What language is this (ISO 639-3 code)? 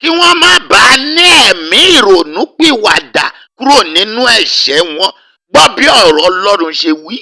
yor